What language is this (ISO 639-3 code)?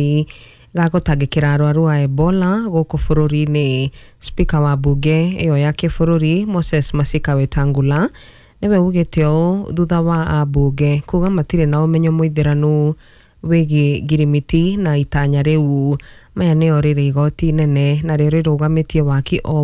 kik